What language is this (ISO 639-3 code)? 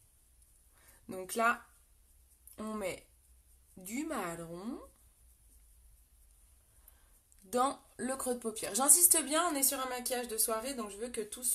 fra